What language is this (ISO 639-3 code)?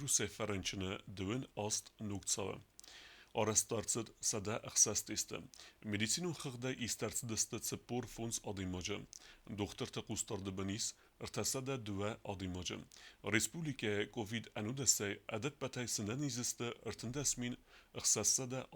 oss